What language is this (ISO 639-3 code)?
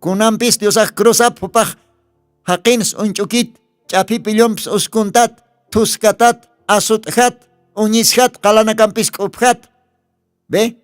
aym